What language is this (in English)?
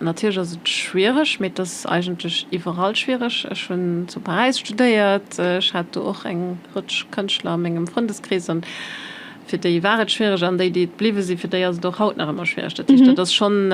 Luxembourgish